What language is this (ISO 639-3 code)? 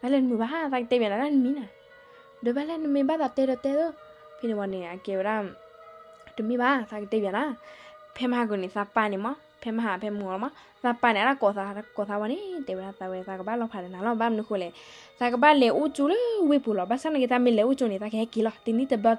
ksw